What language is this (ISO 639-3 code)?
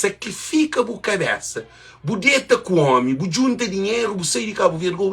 kea